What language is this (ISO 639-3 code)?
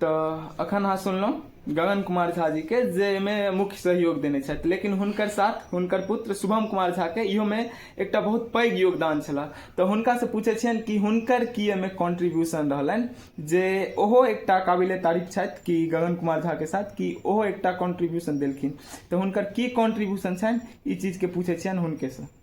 mai